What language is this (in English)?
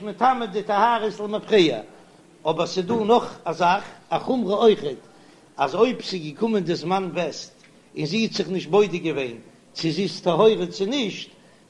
Yiddish